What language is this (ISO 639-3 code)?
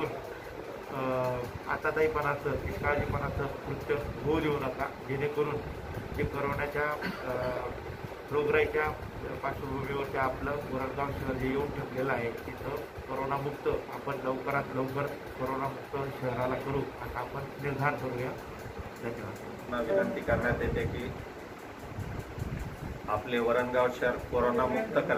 mar